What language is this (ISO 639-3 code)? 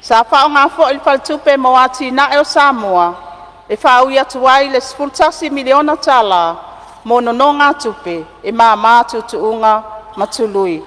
smo